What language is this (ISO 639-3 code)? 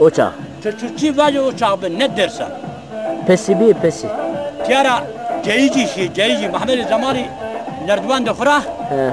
zza